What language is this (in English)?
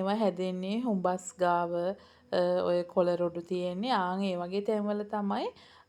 Sinhala